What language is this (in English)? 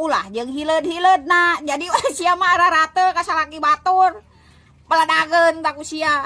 Sundanese